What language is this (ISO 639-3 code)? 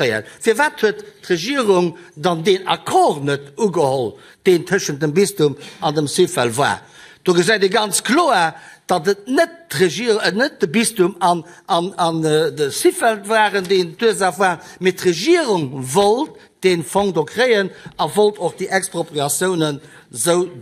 ltz